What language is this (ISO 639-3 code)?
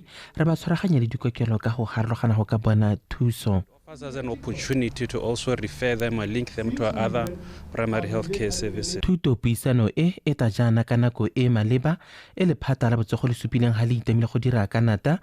tsn